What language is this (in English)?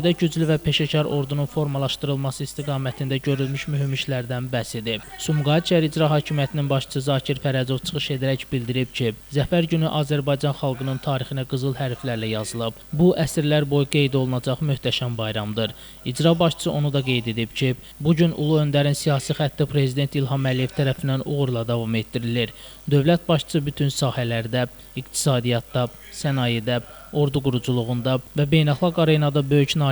Azerbaijani